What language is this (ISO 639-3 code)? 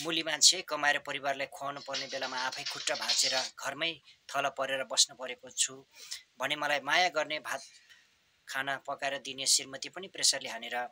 nep